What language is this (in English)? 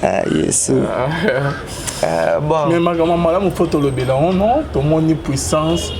Lingala